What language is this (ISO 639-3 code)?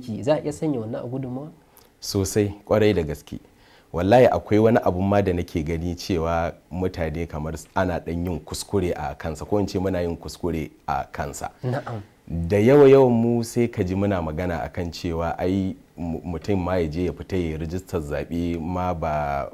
hau